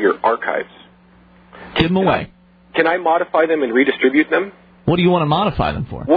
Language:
English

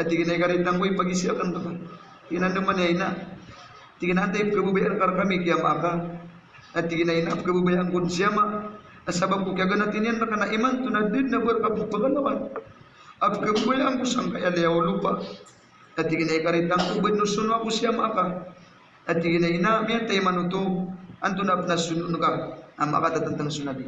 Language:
Maranao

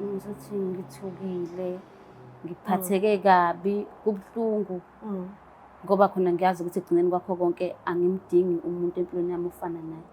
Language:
Zulu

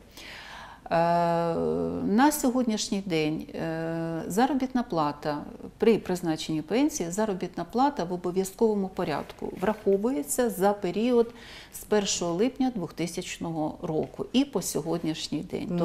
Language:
Ukrainian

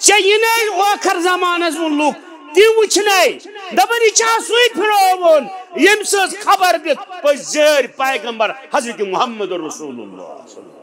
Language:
Kashmiri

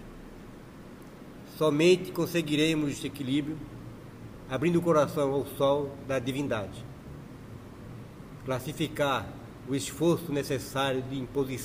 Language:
Portuguese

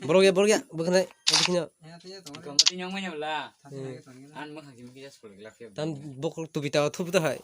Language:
Kok Borok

